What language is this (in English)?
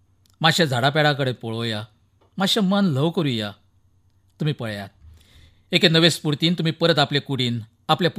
Konkani